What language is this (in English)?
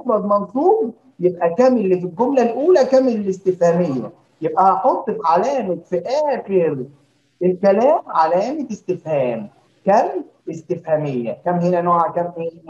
Egyptian Arabic